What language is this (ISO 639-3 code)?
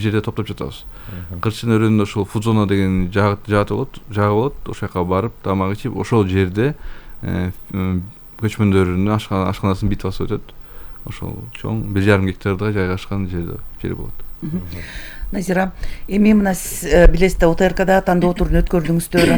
kir